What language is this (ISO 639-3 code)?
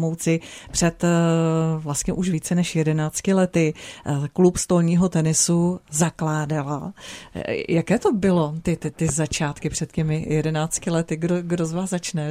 ces